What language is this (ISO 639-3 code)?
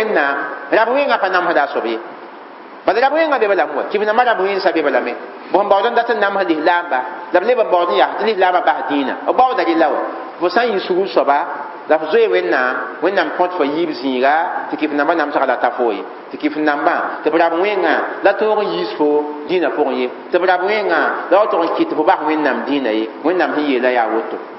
mos